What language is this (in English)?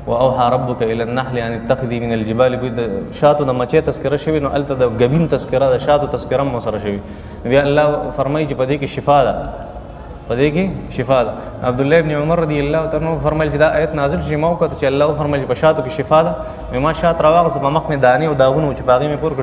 Pashto